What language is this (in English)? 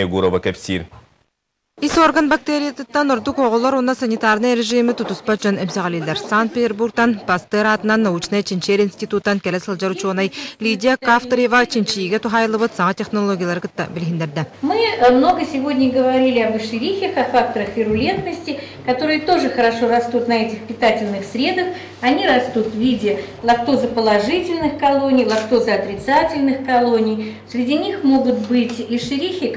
Yakut